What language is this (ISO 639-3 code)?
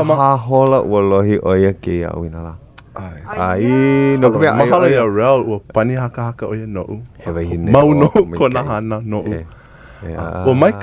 haw